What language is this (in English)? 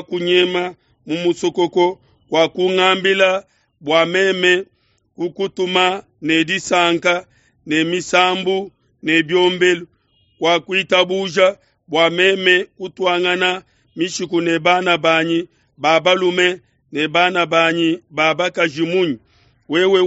Luba-Lulua